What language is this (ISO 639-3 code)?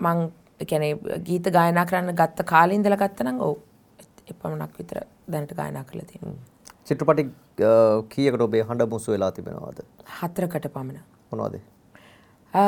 sin